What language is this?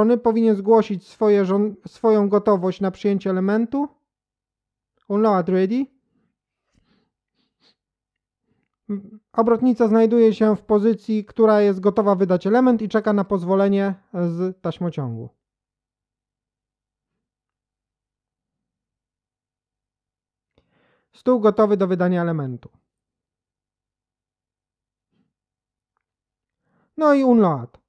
Polish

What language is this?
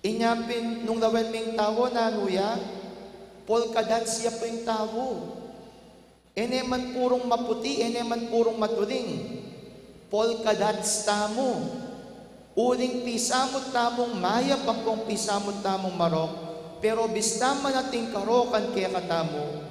Pampanga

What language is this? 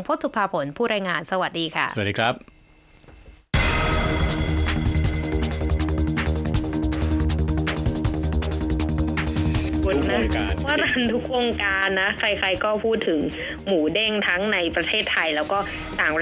Thai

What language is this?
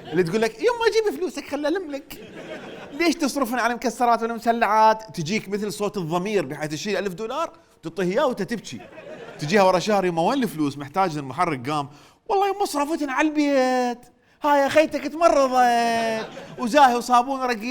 Mesopotamian Arabic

